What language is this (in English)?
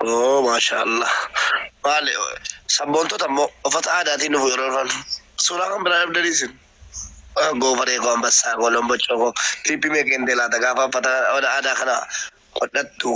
Oromo